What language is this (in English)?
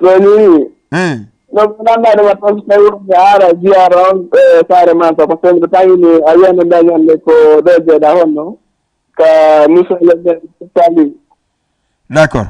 Fula